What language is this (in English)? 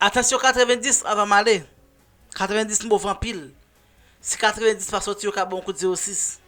Haitian Creole